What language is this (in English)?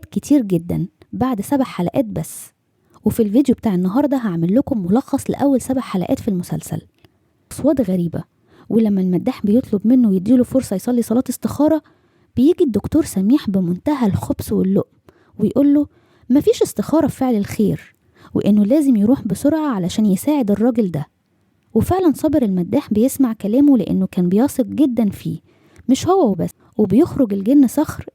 Egyptian Arabic